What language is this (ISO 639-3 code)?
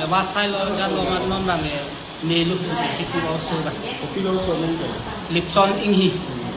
mjw